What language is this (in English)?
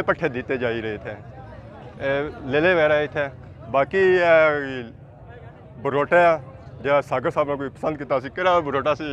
Pahari-Potwari